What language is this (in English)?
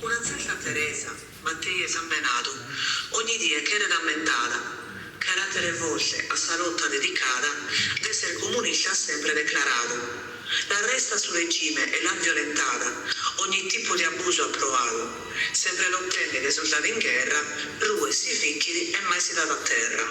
Sardinian